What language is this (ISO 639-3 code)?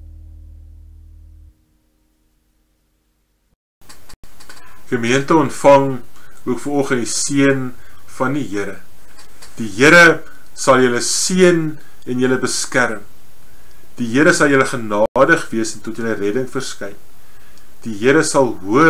afr